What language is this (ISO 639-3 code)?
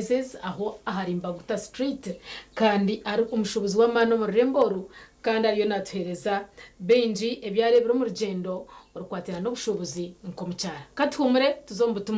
nyn